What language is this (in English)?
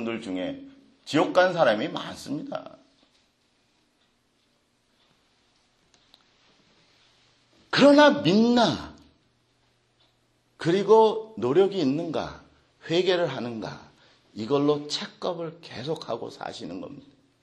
Korean